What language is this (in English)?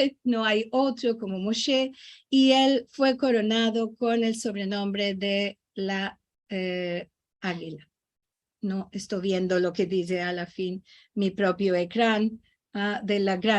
Ladino